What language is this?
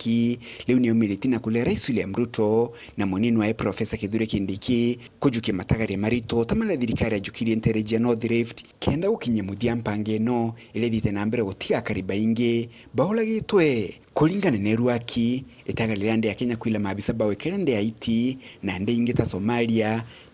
Meru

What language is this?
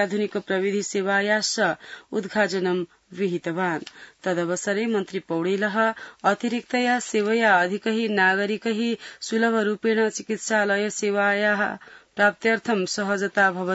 Sanskrit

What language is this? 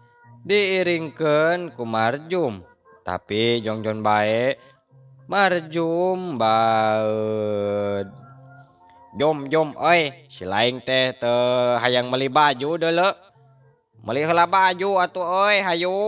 Sundanese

